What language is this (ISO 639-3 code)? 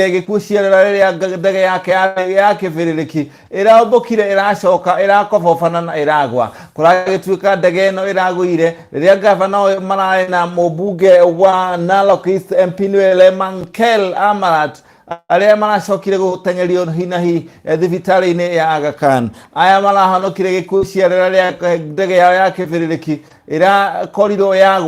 kik